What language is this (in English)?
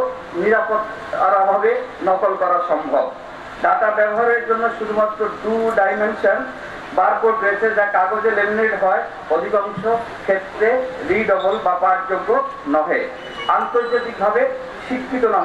Bangla